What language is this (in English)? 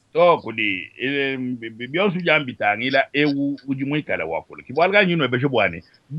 Luba-Lulua